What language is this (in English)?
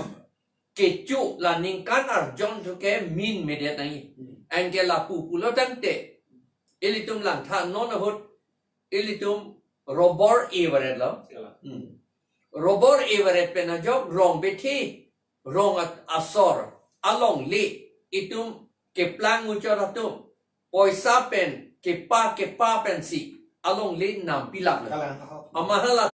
Karbi